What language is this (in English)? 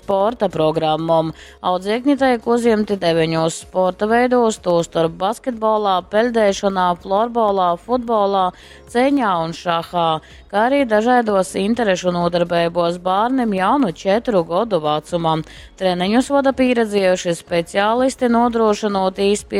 Latgalian